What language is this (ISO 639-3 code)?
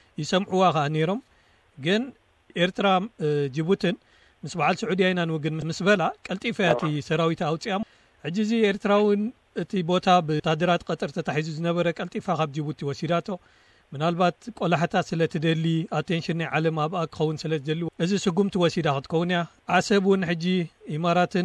tir